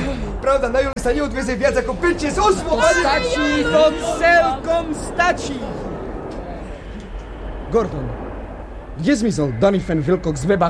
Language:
Slovak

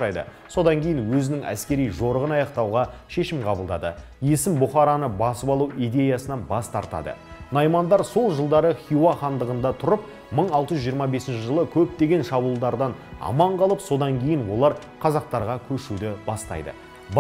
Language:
Kazakh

